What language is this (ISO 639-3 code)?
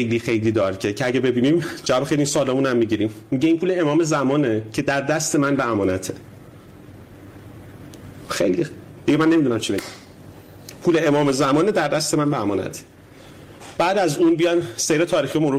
fas